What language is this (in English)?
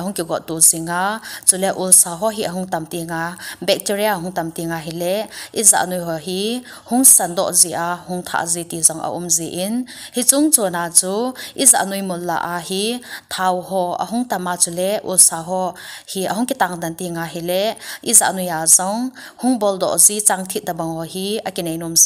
Thado Chin